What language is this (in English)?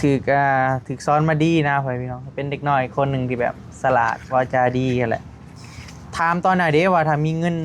Northeastern Thai